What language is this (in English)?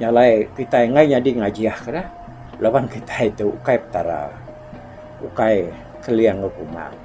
Iban